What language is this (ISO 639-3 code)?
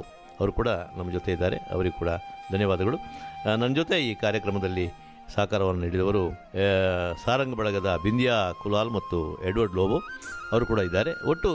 kan